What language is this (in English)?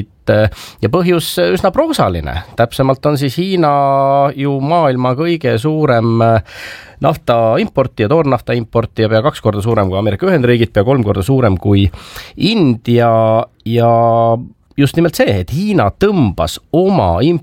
Estonian